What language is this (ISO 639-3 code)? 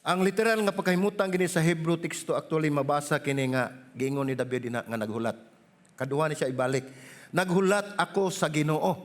ceb